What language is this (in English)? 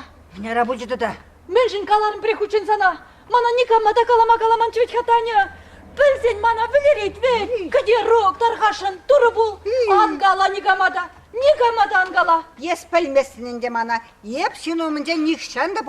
Chuvash